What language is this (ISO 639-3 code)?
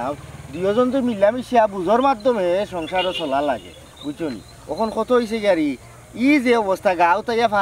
syl